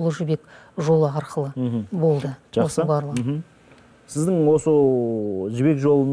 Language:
Kazakh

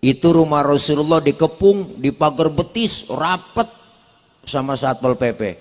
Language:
Betawi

